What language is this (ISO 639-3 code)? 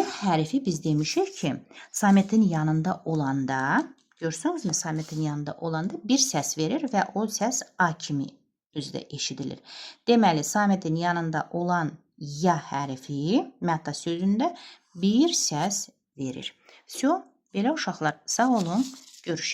aze